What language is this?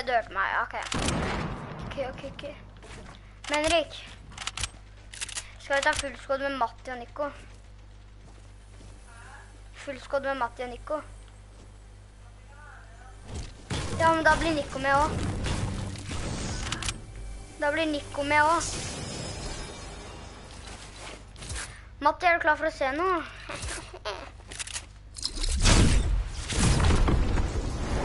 Norwegian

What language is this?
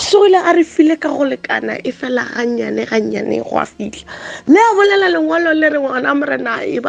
Northern Sotho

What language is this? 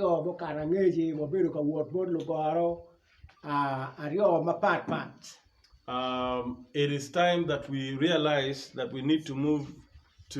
Acoli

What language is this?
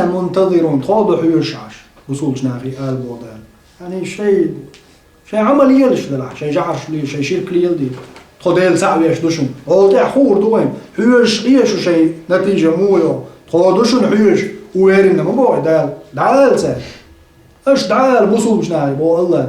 Chechen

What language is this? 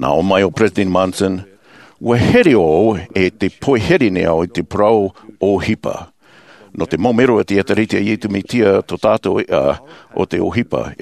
Tahitian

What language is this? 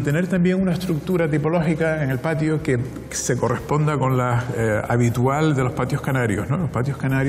Spanish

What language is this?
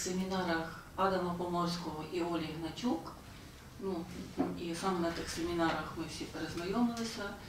Ukrainian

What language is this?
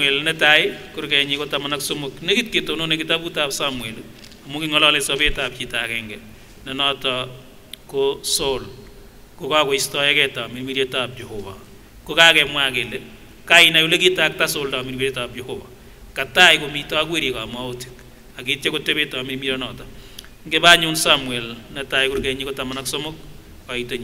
Kipsigis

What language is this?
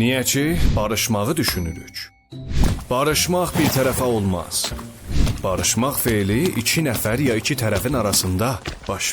South Azerbaijani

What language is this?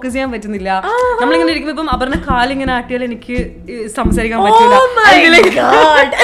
Malayalam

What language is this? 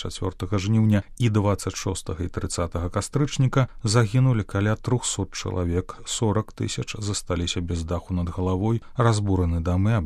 Belarusian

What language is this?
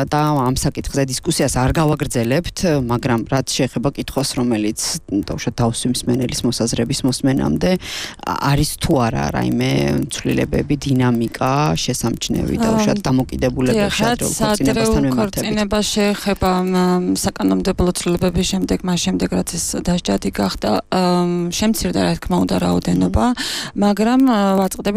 Georgian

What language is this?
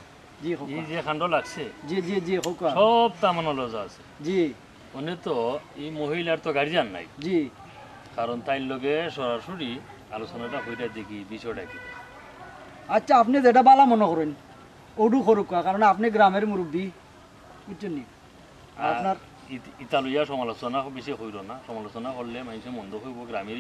Sylheti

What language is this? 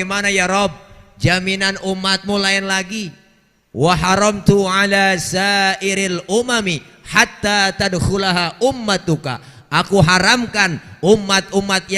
Betawi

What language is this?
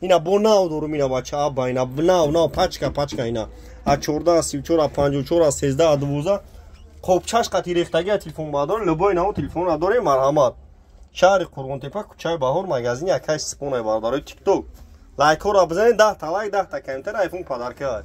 Tajik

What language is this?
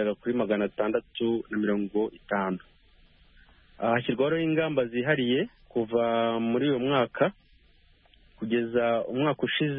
Kinyarwanda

